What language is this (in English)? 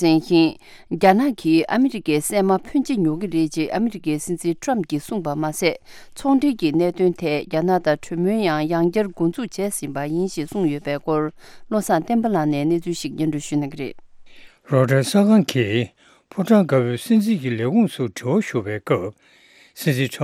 Tibetan